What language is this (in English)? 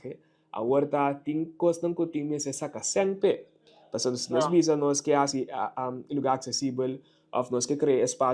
Papiamento